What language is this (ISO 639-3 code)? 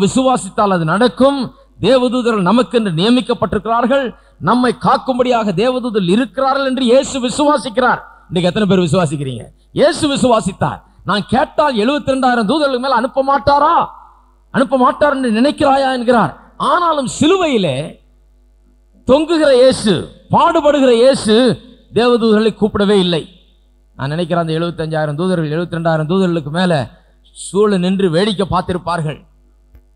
tam